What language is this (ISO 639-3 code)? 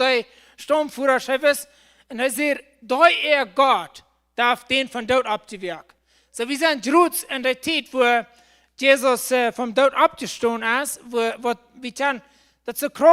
pdt